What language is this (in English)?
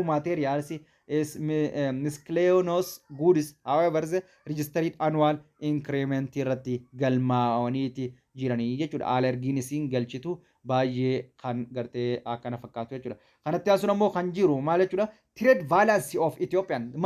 Oromo